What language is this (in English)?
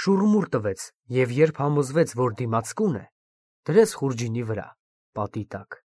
Armenian